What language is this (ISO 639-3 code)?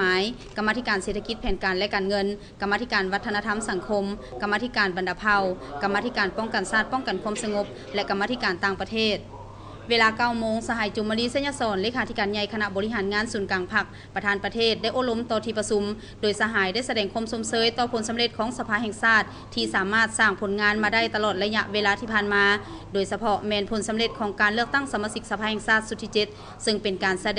lao